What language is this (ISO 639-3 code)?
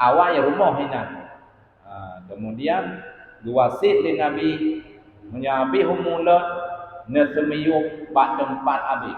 ace